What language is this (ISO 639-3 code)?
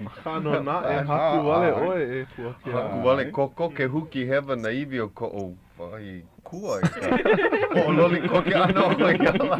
haw